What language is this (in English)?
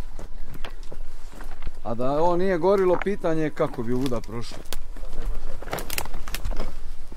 Croatian